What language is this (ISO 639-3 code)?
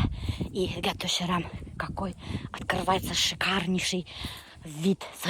bak